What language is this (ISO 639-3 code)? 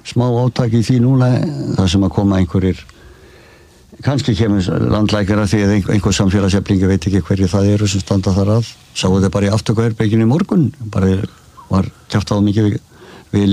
isl